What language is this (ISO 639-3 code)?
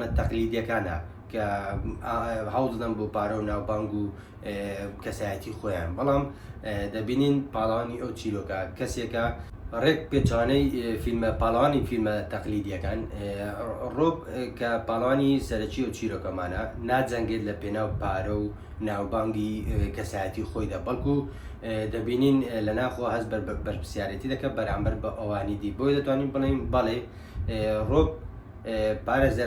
ckb